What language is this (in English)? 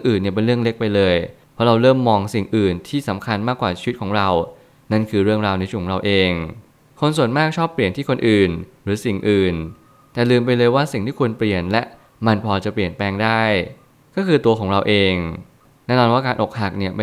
Thai